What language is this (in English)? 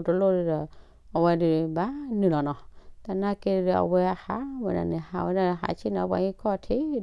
S'gaw Karen